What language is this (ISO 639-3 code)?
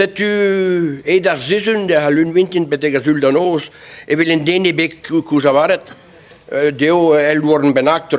bre